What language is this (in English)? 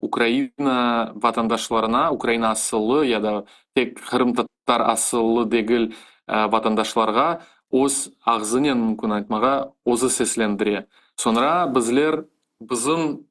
Crimean Tatar